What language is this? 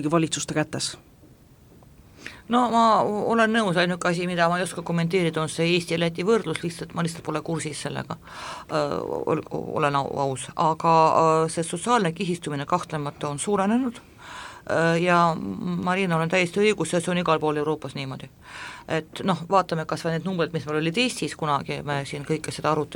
Estonian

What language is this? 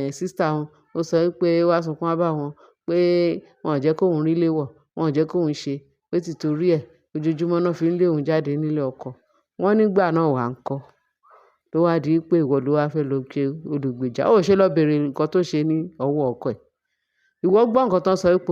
Yoruba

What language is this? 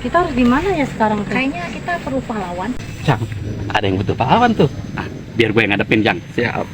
Betawi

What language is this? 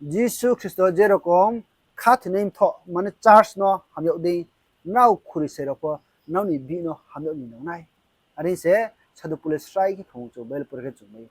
Riang (India)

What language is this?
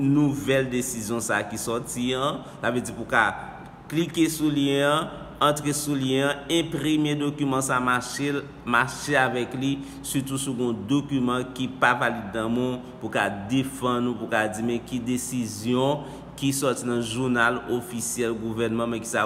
Haitian Creole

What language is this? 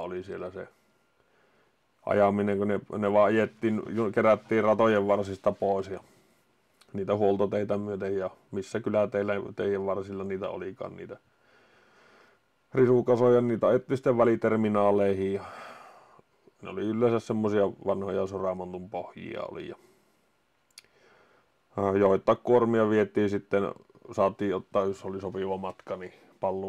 Finnish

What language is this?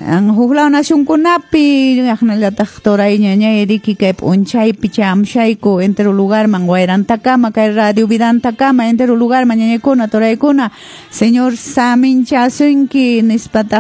Quechua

